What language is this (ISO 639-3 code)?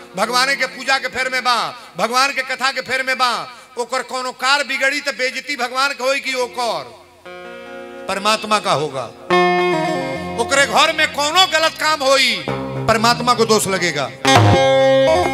bho